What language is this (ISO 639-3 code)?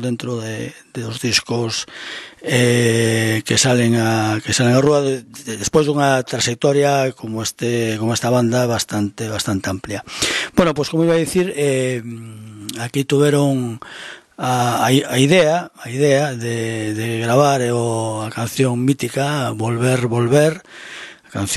glg